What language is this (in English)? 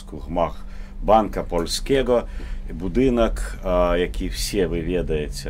Belarusian